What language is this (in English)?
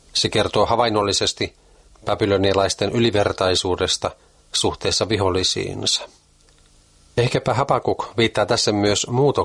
Finnish